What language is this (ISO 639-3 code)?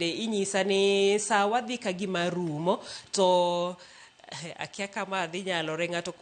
luo